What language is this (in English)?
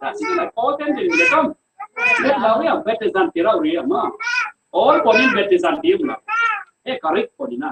Falam Chin